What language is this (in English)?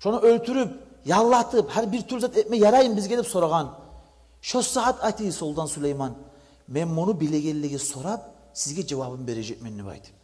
Kumyk